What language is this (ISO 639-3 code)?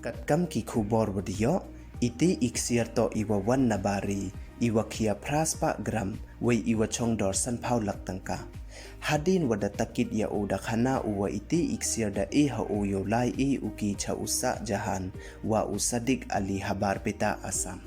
pbv